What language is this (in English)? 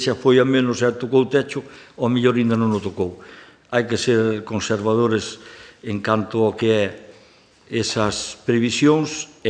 Galician